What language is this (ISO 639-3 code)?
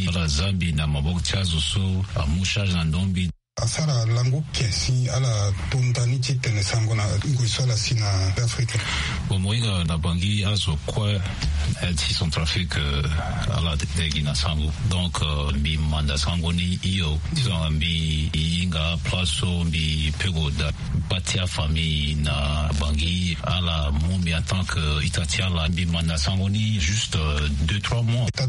sag